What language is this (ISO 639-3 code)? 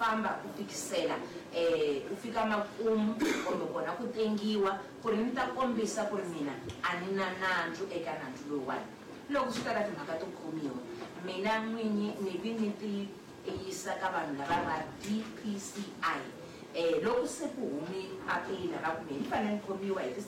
tso